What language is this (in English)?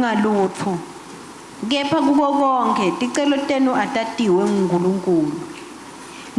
Swati